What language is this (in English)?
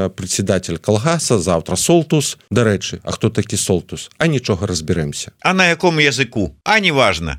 Belarusian